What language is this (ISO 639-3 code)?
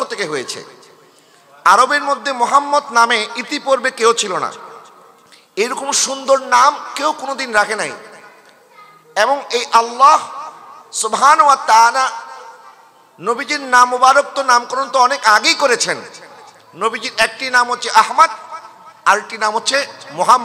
ben